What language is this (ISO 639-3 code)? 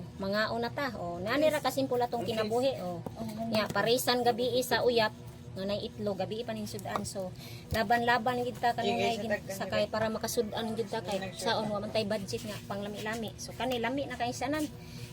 ceb